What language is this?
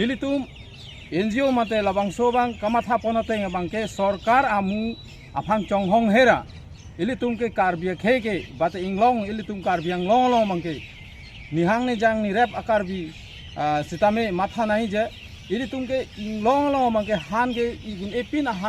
Karbi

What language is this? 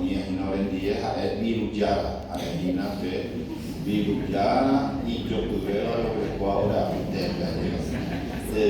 Guarani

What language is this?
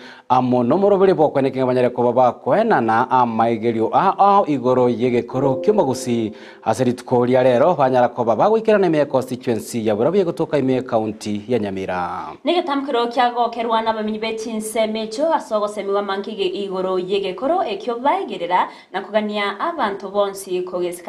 Gusii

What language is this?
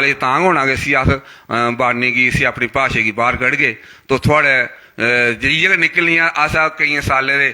Dogri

